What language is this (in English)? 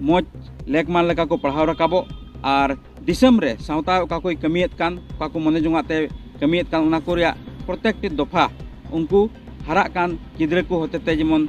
Santali